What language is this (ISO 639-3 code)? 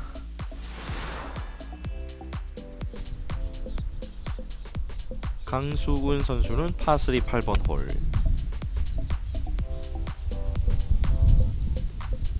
kor